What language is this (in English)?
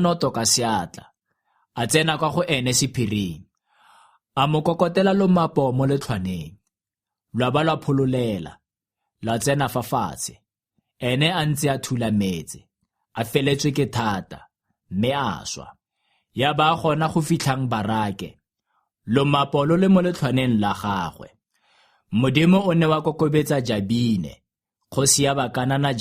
Tswana